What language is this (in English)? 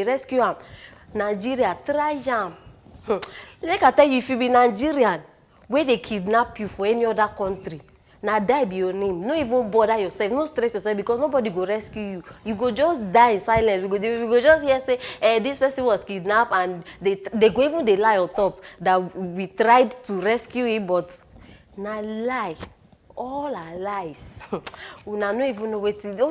Nigerian Pidgin